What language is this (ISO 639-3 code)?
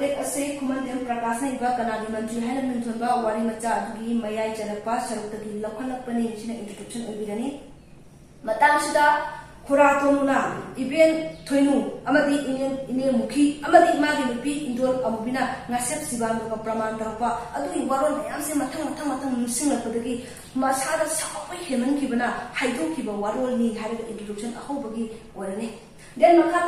mni